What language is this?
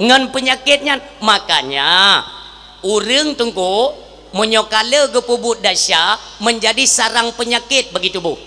Achinese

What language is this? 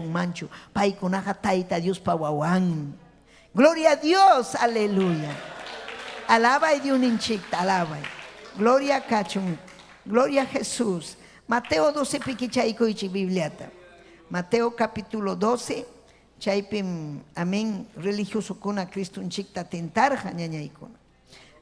Ayacucho Quechua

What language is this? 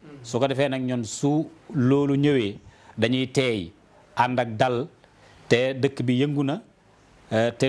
Wolof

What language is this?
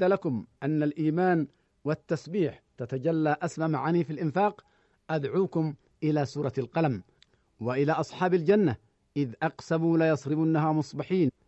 Arabic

